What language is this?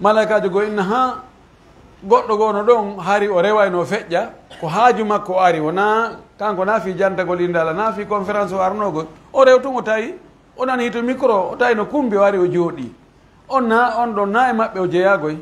Pular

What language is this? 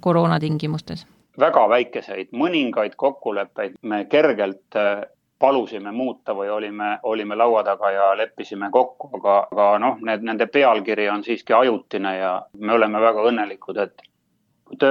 Estonian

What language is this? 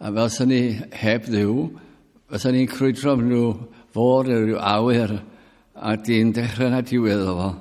Welsh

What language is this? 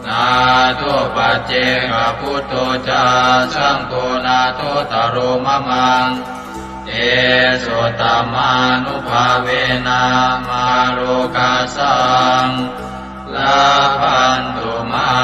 Pali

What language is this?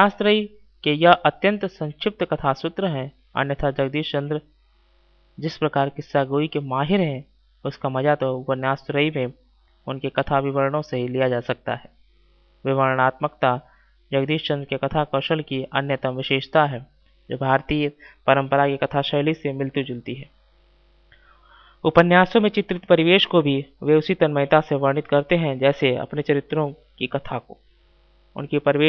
Hindi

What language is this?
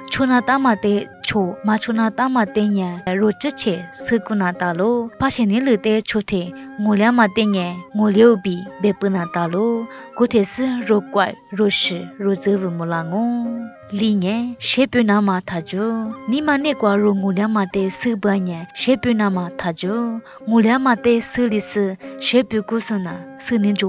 Lisu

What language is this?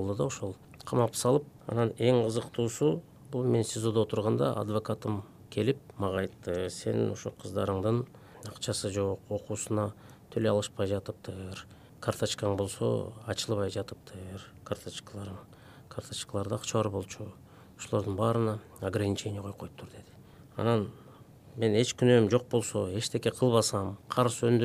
Kyrgyz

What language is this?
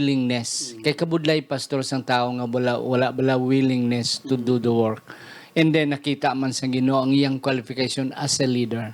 Hiligaynon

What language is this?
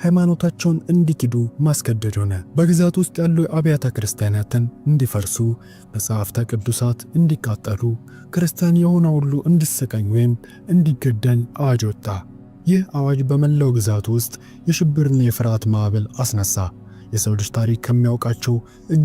Amharic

